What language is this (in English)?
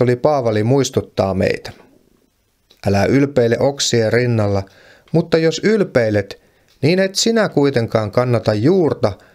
Finnish